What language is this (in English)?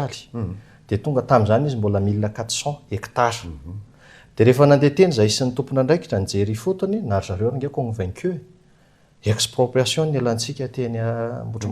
Malagasy